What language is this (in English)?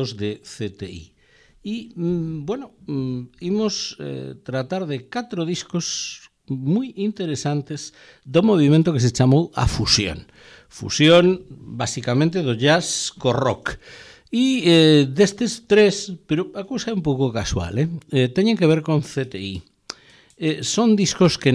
Galician